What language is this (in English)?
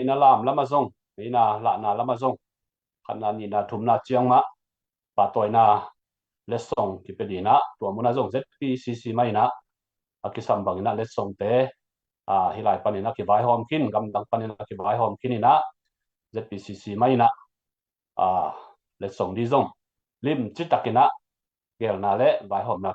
Tedim Chin